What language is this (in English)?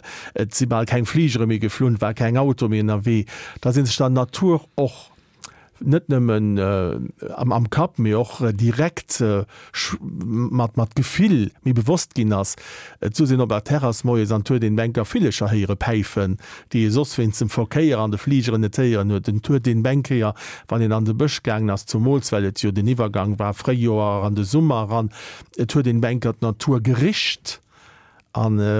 Luxembourgish